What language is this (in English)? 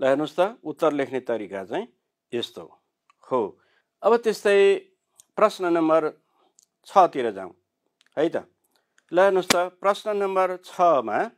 Nepali